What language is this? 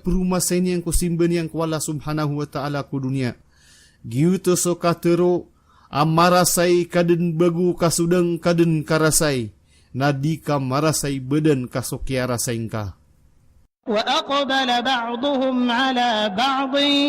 Maranao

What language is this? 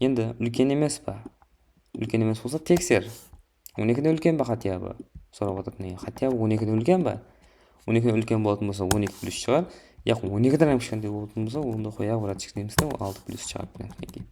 Kara-Kalpak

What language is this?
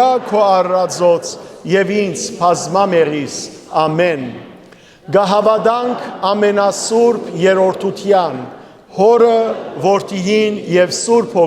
Western Armenian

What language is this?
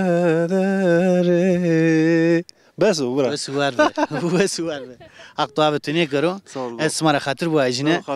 Zaza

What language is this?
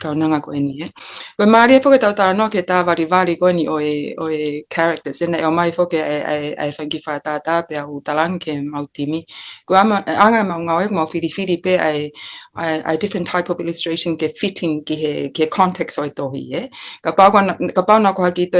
Tongan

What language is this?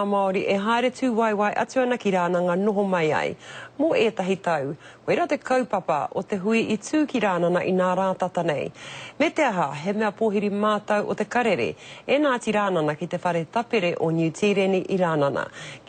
Māori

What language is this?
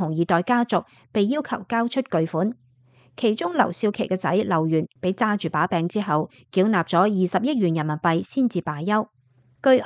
Cantonese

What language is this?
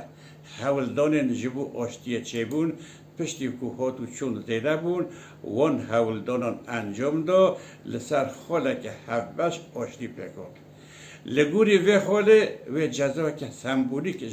Kurdish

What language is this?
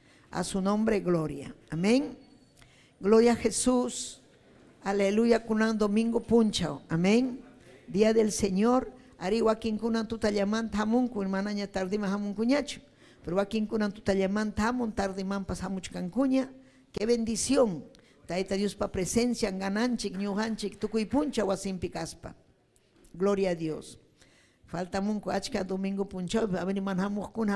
Ayacucho Quechua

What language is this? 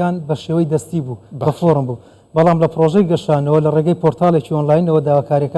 Central Kurdish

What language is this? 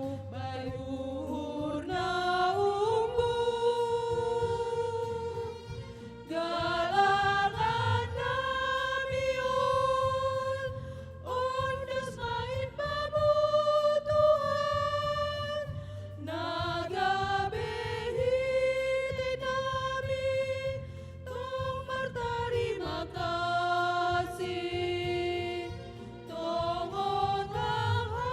Batak Simalungun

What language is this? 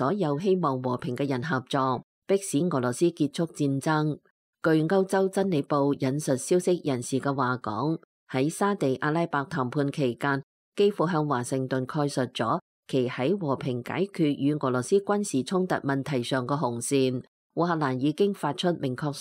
Cantonese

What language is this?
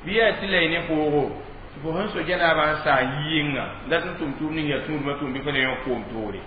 Mossi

